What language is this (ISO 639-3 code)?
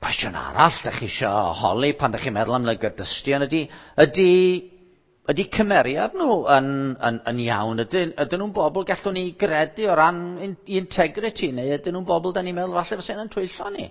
cym